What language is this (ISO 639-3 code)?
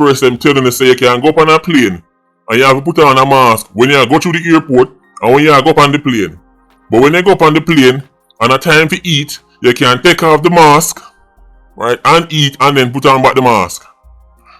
jam